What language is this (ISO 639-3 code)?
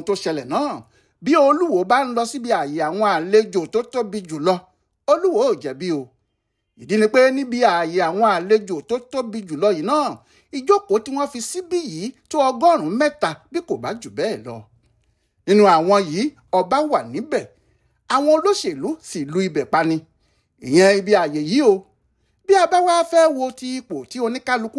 yor